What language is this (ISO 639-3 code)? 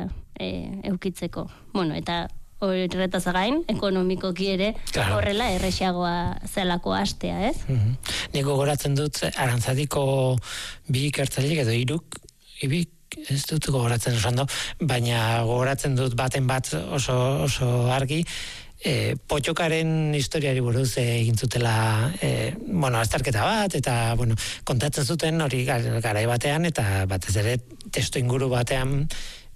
eus